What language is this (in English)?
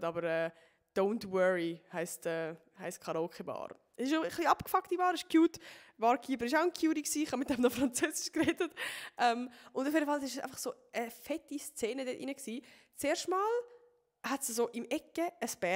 Swiss German